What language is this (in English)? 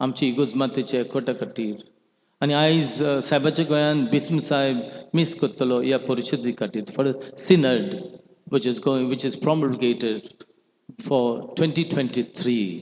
Konkani